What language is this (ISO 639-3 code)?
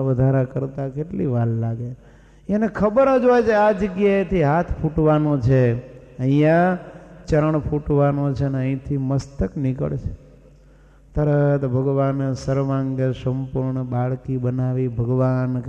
guj